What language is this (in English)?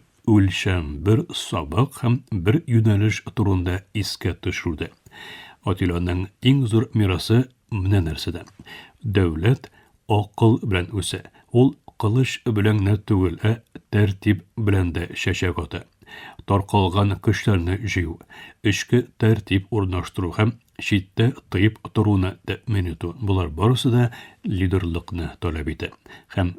Tatar